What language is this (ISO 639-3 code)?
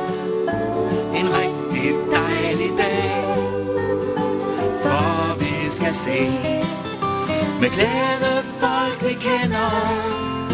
dan